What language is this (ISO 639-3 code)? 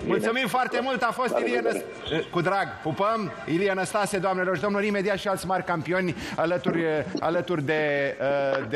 ron